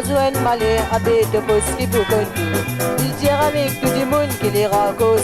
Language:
Morisyen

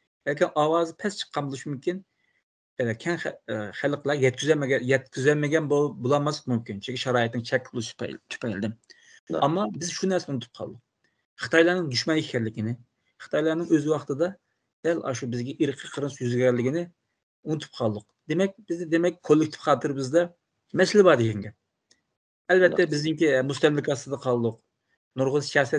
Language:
Uyghur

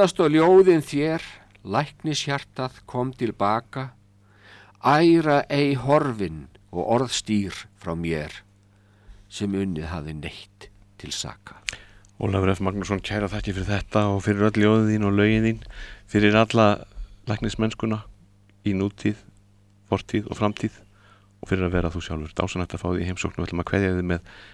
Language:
Icelandic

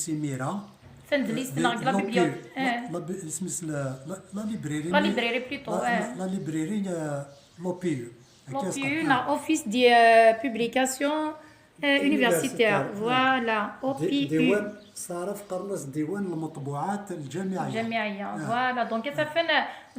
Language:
Kabyle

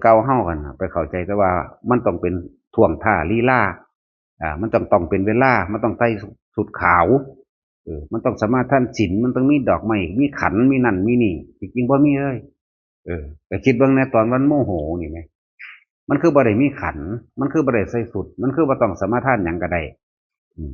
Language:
Northeastern Thai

